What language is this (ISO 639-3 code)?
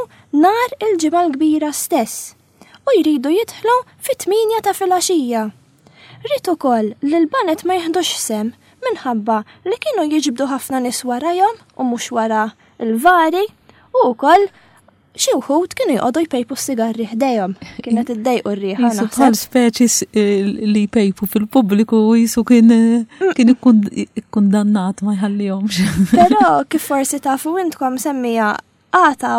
mlt